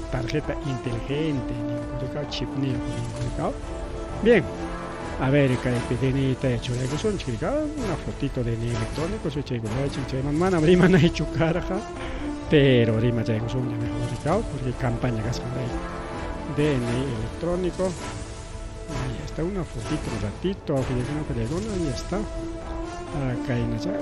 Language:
Ayacucho Quechua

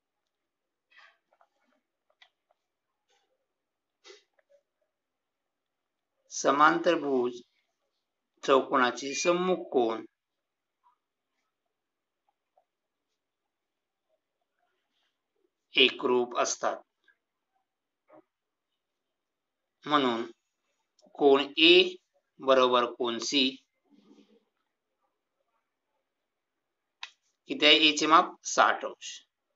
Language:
Marathi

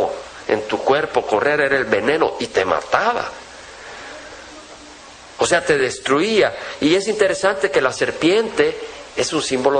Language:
Spanish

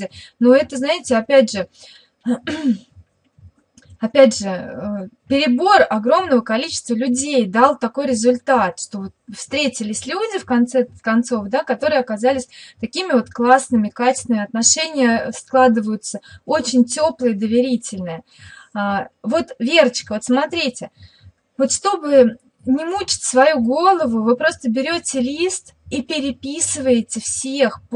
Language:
Russian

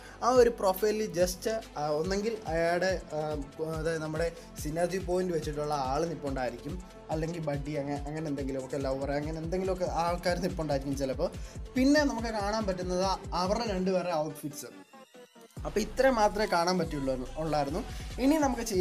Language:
Malayalam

